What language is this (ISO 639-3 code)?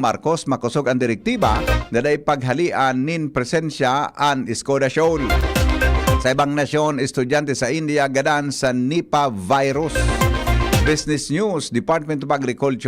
bik